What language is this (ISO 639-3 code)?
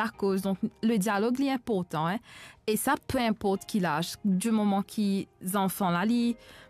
mfe